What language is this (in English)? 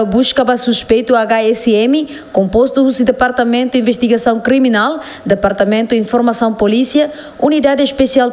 Tetum